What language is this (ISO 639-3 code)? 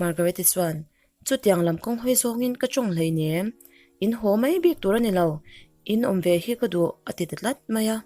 lus